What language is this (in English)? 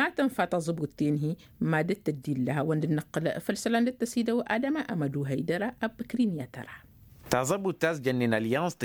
Tamasheq